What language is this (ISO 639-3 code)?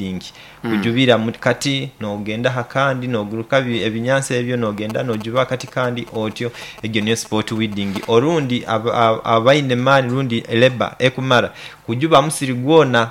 nyo